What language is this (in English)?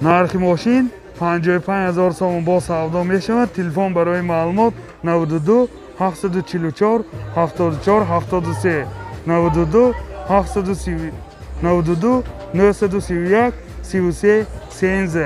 Tajik